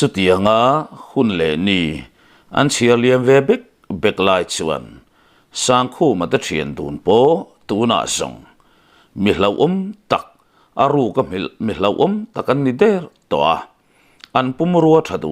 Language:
Mizo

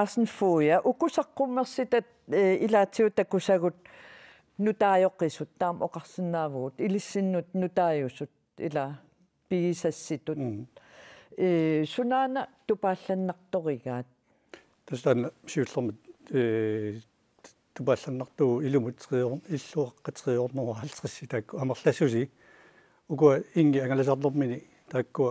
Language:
Kalaallisut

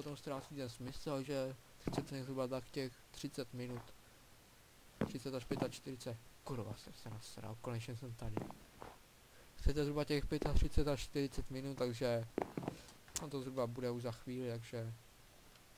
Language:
Czech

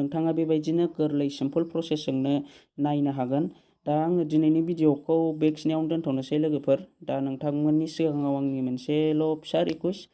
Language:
Bodo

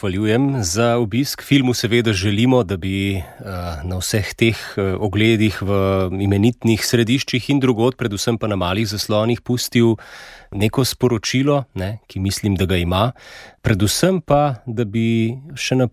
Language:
Slovenian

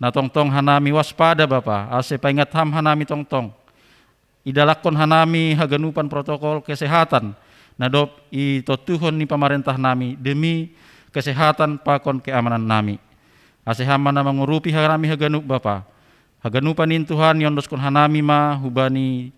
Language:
Batak Simalungun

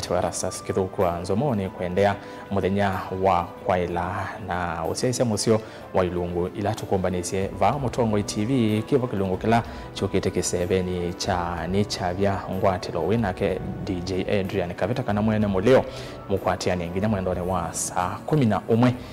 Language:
Kamba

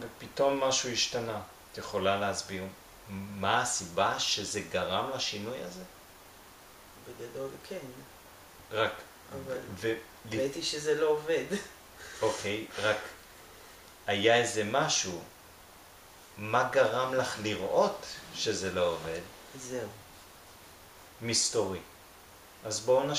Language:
Hebrew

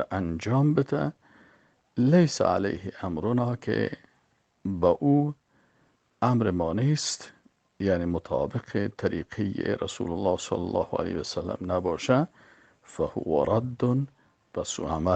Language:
Persian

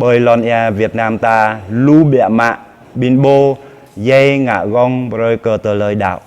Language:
Jarai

